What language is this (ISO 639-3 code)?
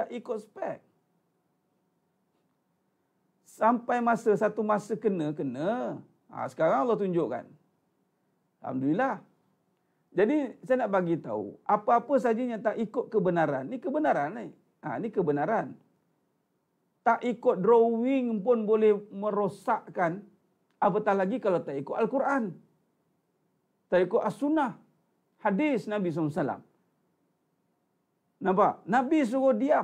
msa